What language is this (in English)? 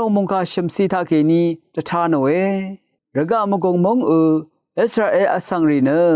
Rawang